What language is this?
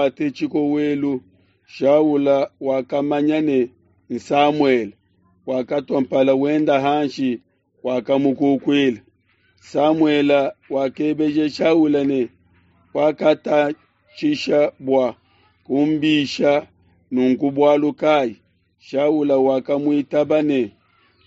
Luba-Lulua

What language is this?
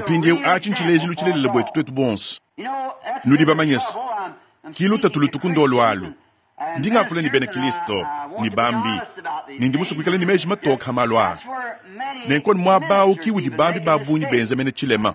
Luba-Lulua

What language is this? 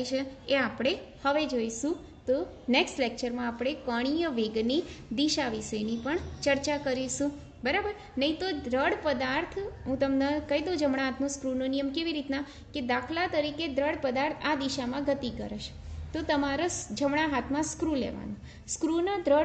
Gujarati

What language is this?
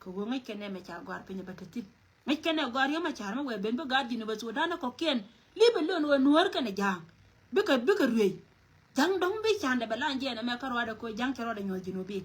Nuer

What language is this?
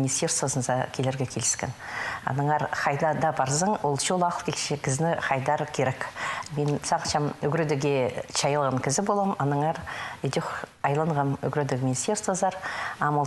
Khakas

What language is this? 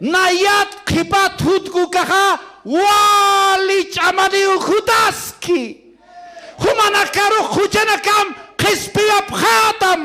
Aymara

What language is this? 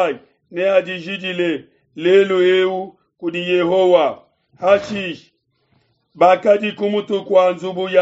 Luba-Lulua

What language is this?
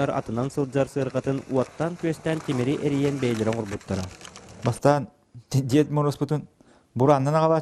Yakut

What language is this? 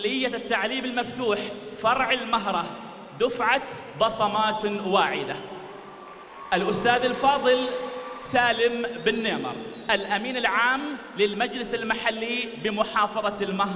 Arabic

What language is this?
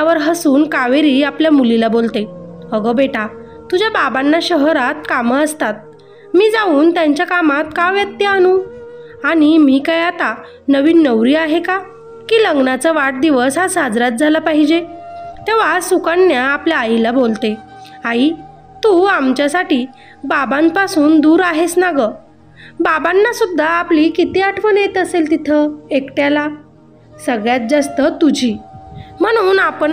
Marathi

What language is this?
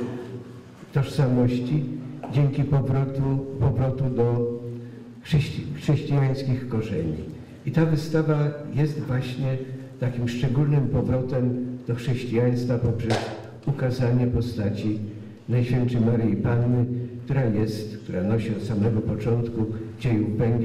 Polish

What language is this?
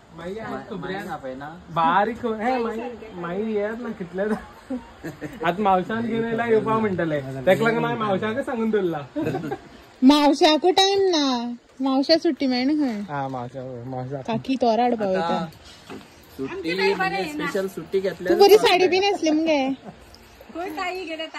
Konkani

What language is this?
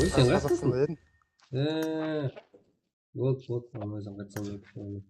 Kara-Kalpak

